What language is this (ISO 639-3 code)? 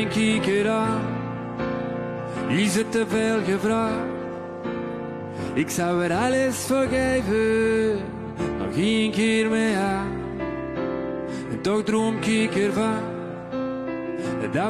nld